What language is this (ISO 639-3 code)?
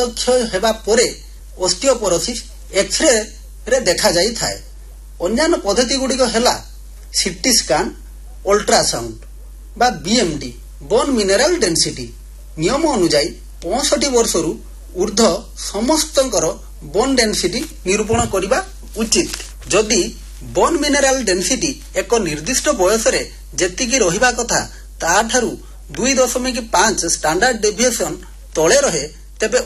ori